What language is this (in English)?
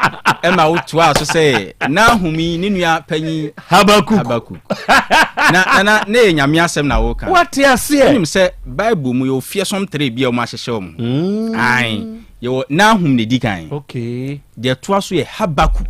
Akan